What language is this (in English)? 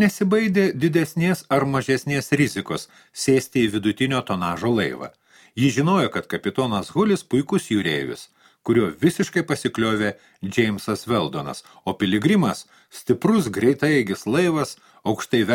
Lithuanian